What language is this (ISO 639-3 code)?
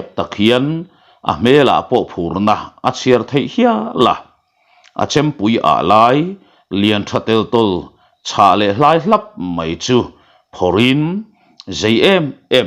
lus